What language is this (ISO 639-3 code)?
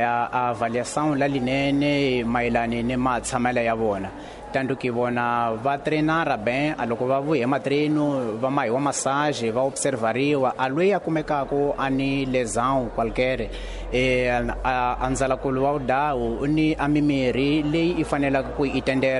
tso